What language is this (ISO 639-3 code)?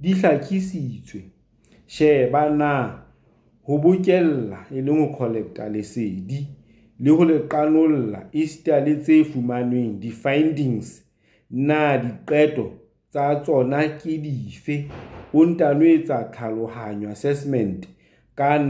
sot